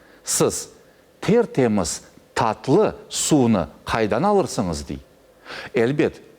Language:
Crimean Tatar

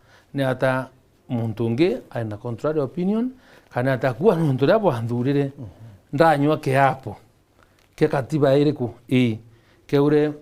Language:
Meru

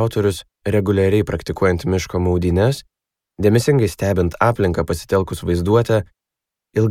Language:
Lithuanian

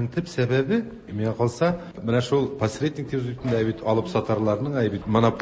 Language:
Tatar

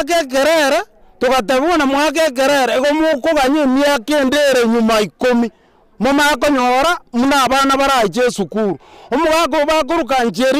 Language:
Gusii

